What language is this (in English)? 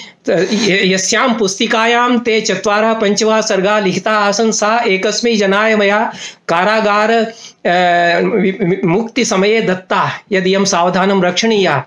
Sanskrit